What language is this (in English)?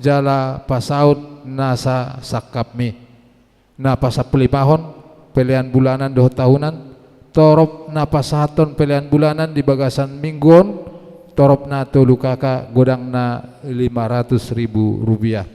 Batak Toba